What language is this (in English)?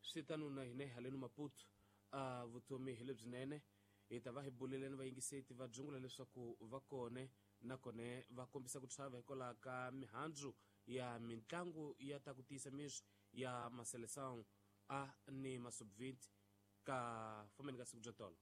Tsonga